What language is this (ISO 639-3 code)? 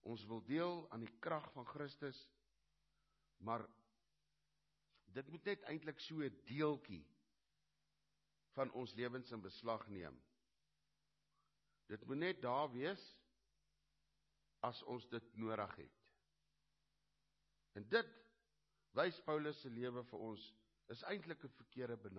afr